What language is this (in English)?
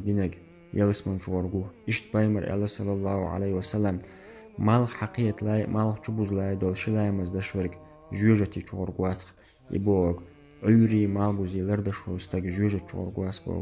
Chechen